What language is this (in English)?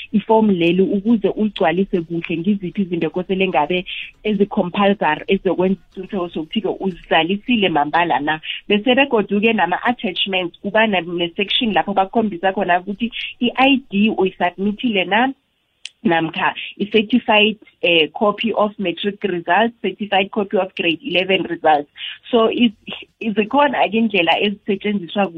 South Ndebele